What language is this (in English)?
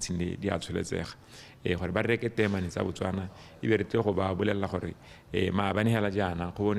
Tswana